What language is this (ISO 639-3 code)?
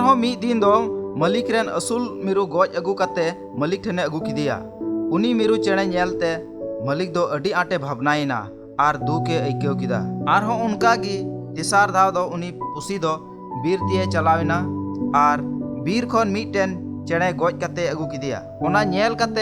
sat